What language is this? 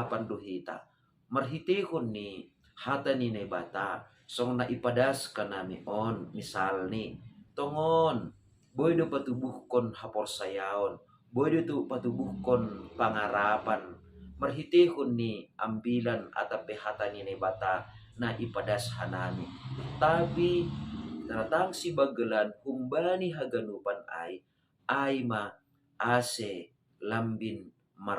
Batak Simalungun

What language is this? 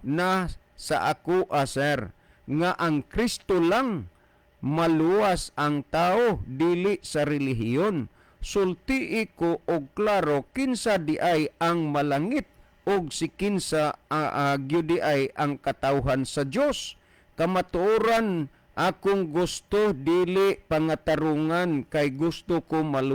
Cebuano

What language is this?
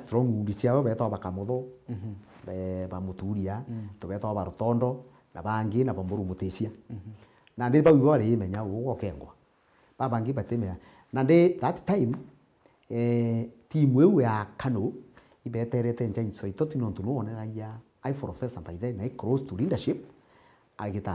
Meru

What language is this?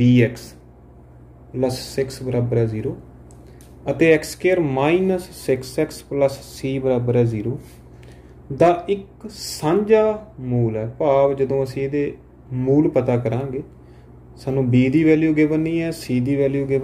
Punjabi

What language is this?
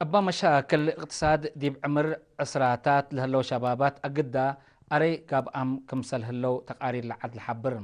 Tigre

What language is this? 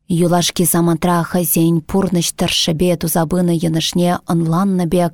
Chuvash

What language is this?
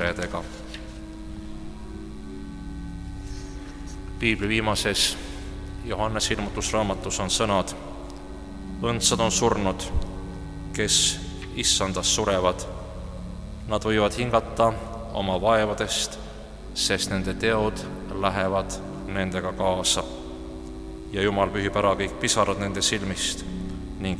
Estonian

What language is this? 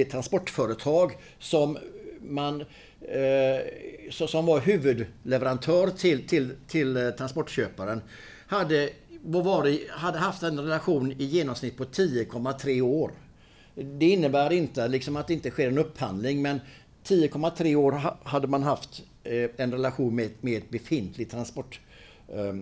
Swedish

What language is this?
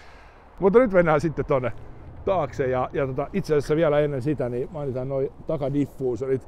Finnish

